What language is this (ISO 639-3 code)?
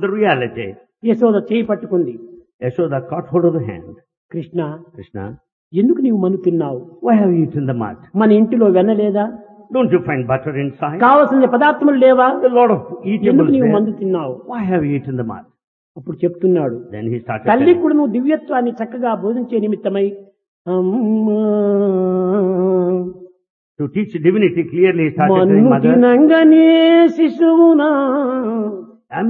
tel